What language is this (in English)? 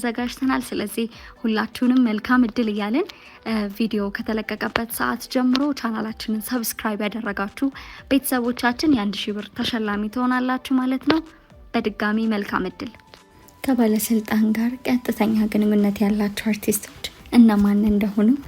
Amharic